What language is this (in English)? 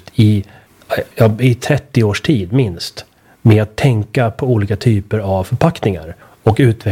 Swedish